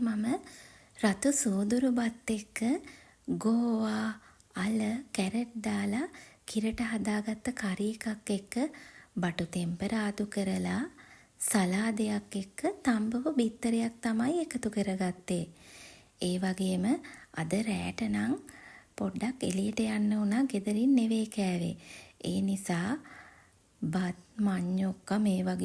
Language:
Sinhala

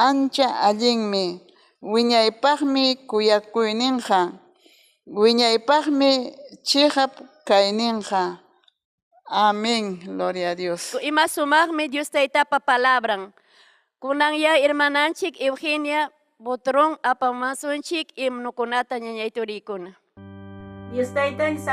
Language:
Ayacucho Quechua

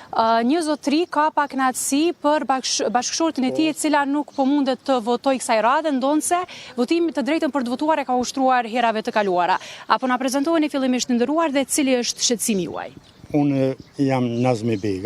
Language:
Albanian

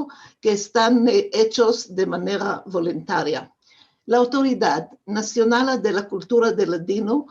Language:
Ladino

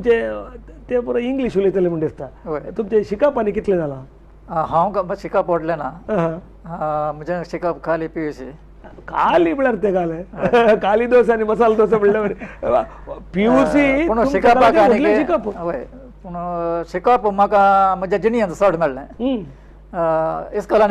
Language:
Konkani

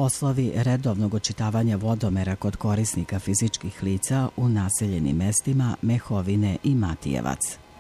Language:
Serbian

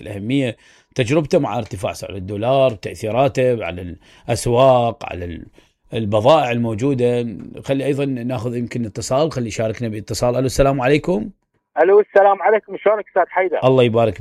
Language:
Mesopotamian Arabic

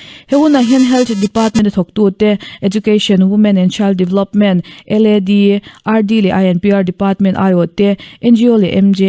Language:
Mizo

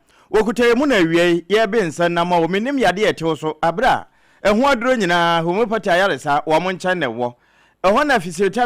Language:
Akan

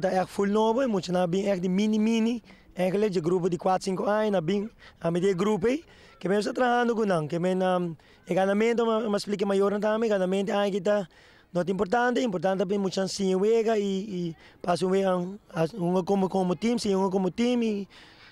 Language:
Papiamento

